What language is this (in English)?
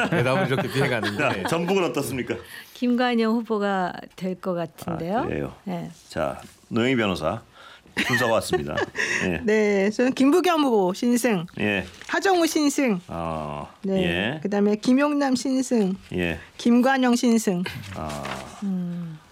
Korean